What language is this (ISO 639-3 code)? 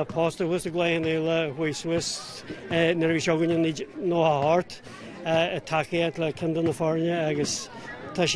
gle